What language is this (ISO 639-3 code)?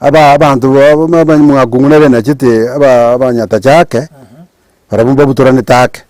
guz